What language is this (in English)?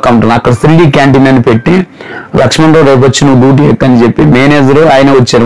Telugu